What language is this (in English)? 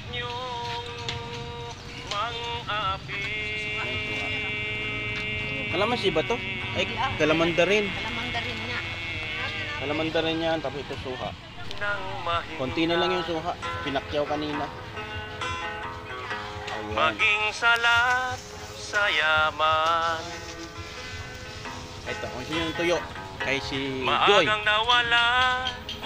Filipino